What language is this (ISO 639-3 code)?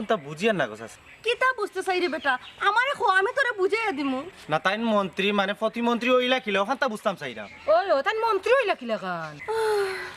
syl